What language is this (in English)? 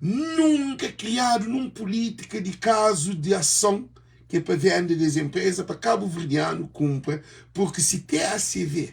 Kabuverdianu